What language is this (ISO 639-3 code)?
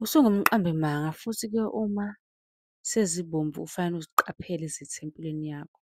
zul